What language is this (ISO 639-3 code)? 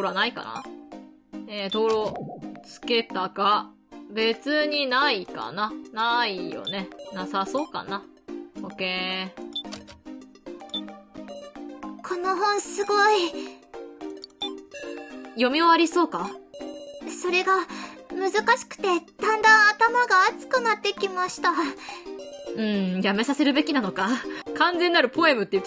jpn